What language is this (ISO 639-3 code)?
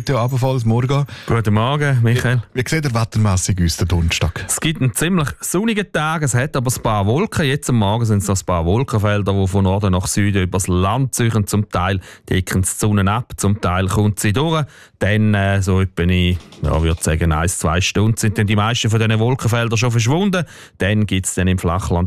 deu